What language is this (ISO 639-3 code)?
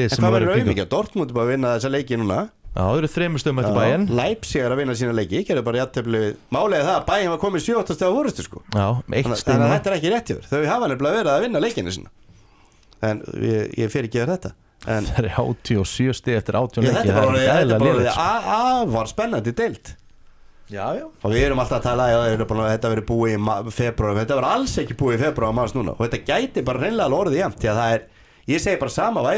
isl